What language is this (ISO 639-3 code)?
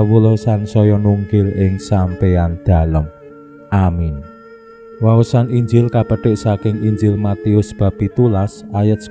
jav